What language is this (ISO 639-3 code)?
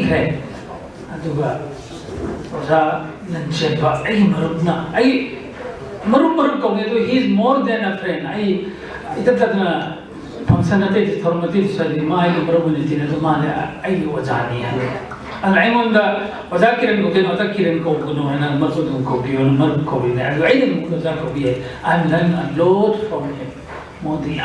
mni